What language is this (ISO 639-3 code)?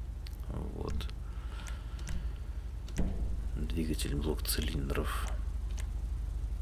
rus